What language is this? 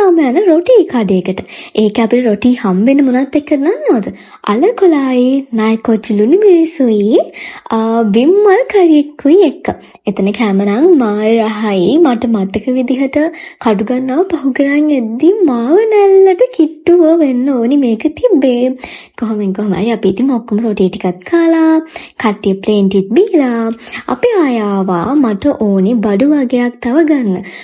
Sinhala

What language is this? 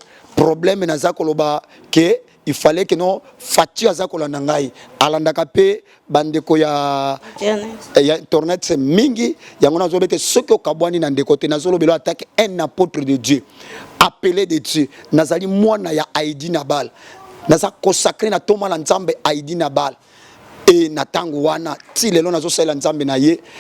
Lingala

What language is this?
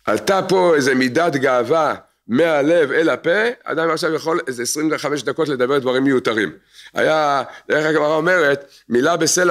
Hebrew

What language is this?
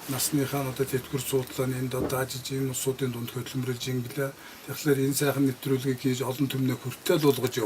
Mongolian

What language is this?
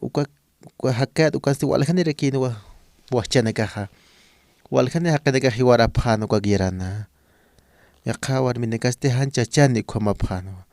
Aymara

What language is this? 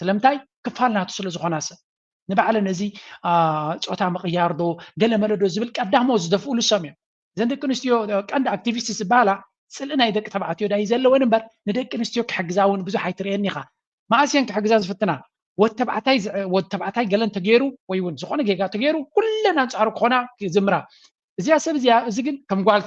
Tigrinya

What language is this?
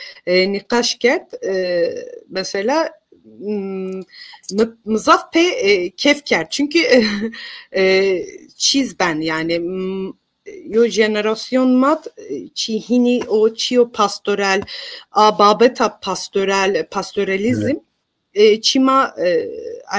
Zaza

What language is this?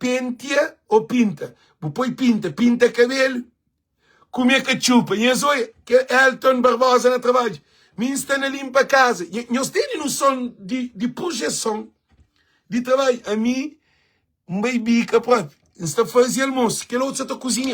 Kabuverdianu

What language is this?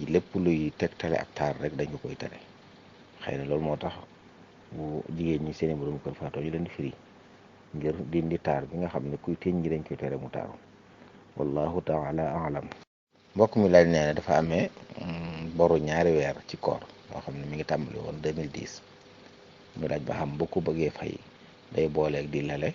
Wolof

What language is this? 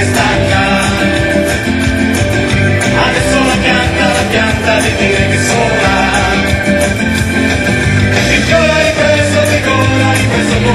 Italian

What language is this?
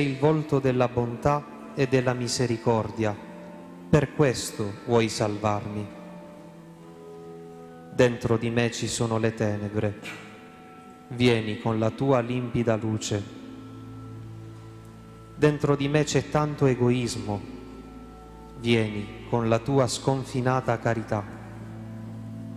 Italian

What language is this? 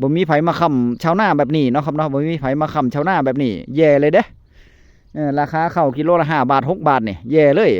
Northeastern Thai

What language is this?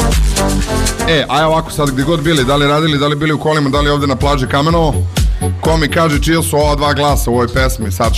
Serbian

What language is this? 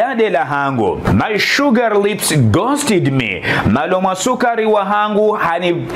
Ngazidja Comorian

